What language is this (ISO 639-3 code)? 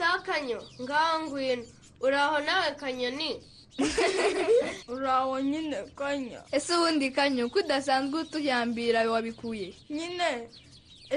kin